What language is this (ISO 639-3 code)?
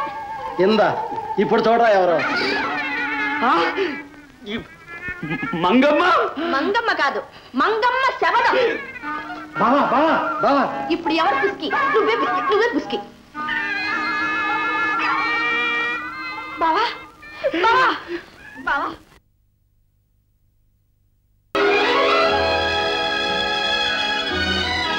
tel